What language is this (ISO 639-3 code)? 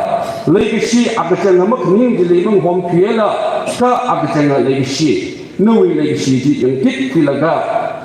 nmf